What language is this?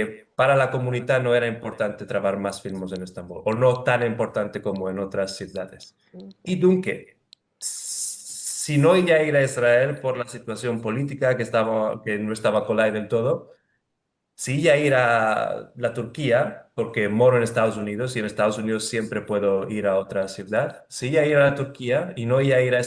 Ladino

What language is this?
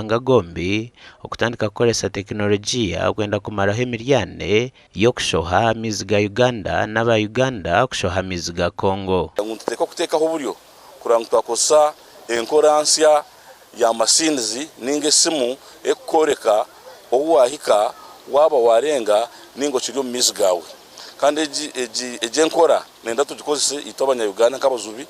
Nyankole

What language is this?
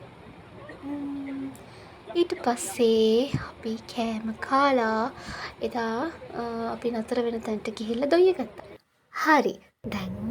Sinhala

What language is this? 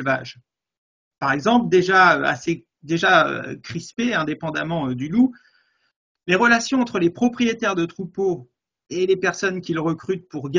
French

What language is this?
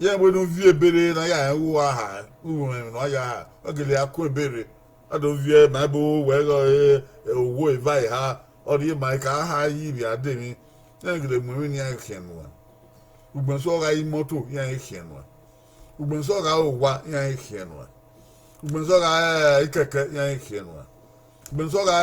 Bini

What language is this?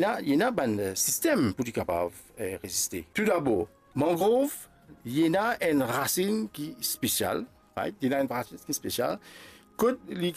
Morisyen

